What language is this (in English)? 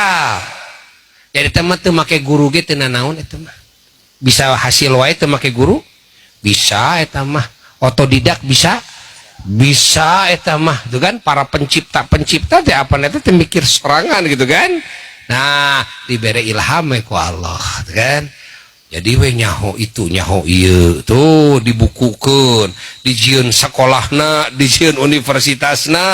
Sundanese